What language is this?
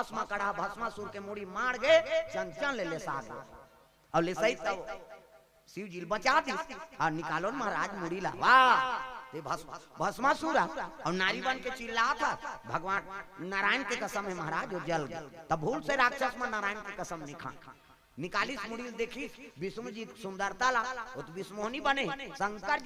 Chhattisgarhi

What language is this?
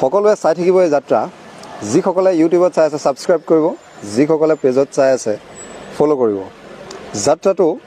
Assamese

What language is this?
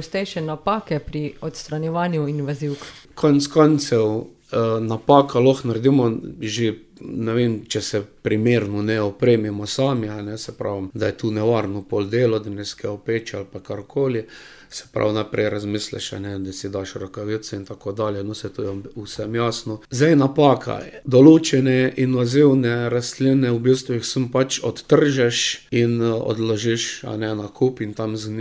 Slovenian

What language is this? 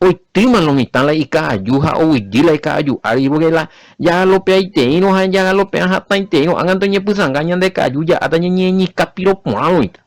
Guarani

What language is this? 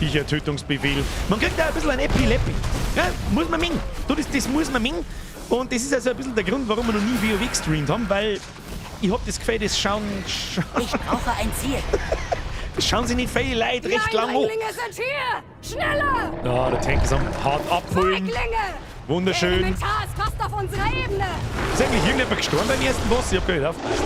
Bavarian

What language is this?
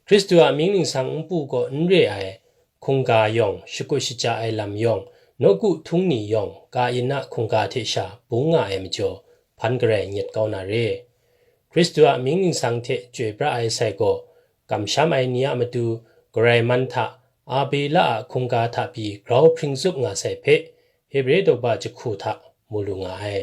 Kachin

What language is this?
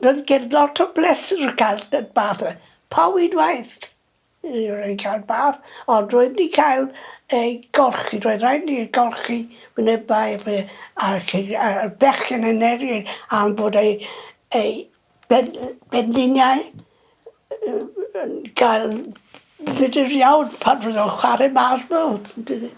Welsh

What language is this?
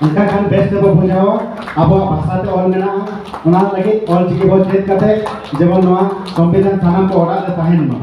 Santali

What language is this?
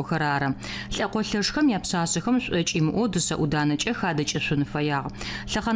Adyghe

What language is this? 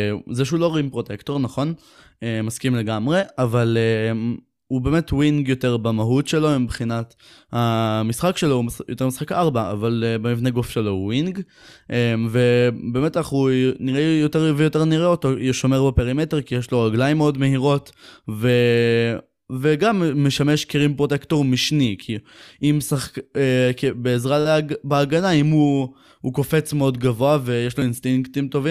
Hebrew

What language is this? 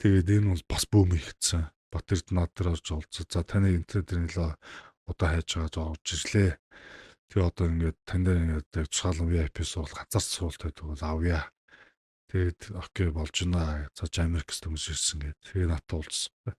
Mongolian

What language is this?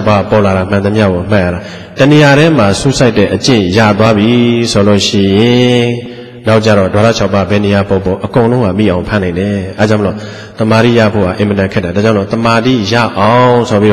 Burmese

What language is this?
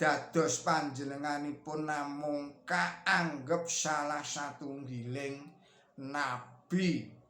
Javanese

